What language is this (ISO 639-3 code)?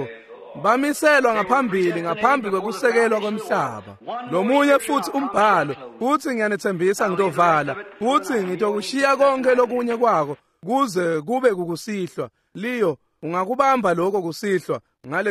ssw